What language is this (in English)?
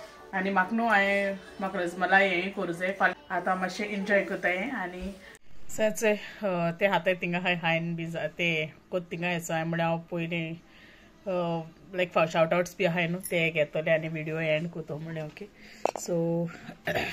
Konkani